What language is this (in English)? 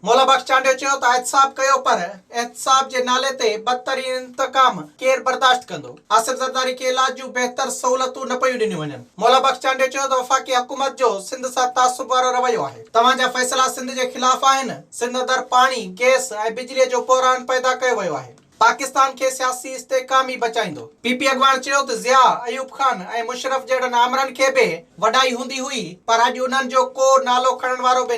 Sindhi